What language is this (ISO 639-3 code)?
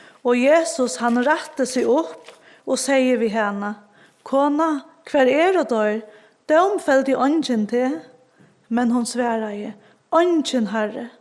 fao